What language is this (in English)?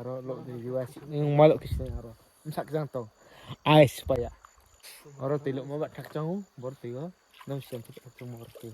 Riang (India)